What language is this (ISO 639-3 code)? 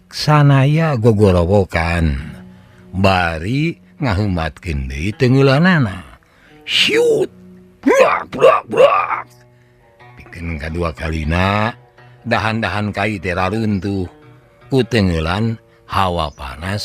sun